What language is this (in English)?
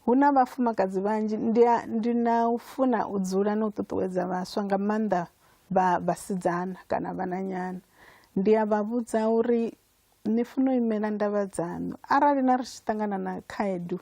Venda